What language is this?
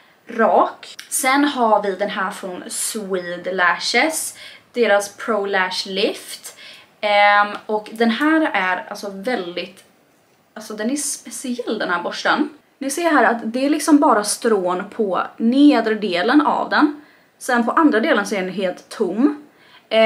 Swedish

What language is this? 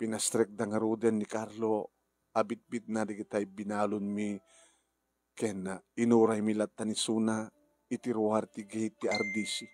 Iloko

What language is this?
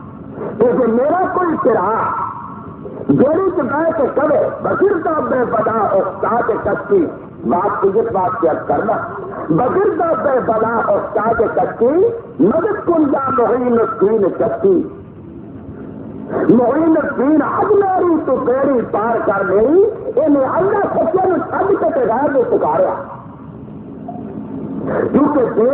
Urdu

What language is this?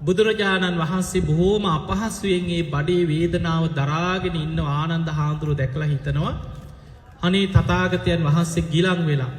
Sinhala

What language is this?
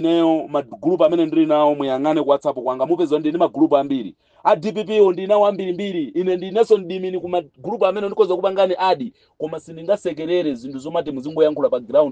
Nyanja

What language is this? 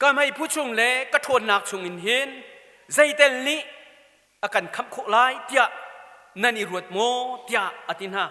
Hakha Chin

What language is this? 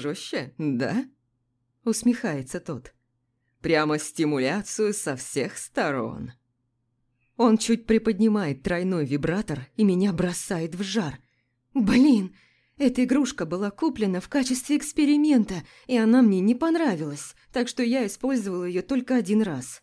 Russian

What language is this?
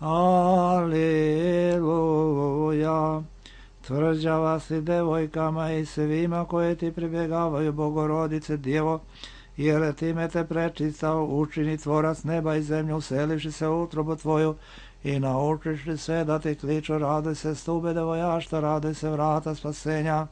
Serbian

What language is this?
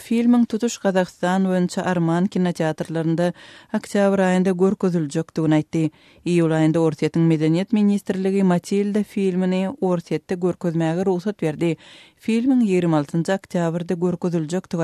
Turkmen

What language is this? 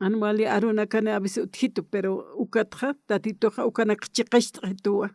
Aymara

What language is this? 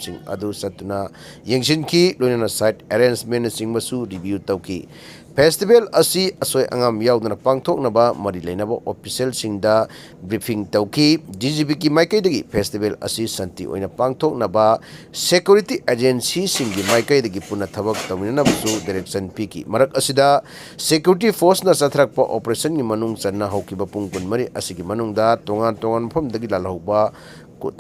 Manipuri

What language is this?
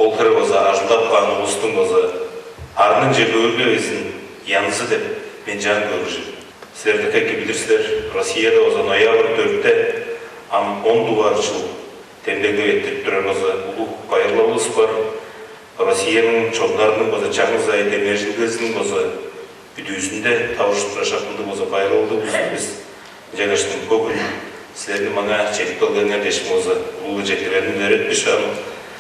Tuvinian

